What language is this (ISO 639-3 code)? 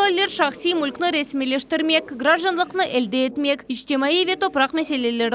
crh